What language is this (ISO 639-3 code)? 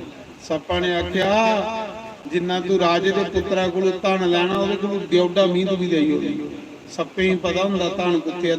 doi